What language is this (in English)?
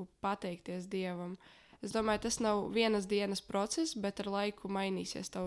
Latvian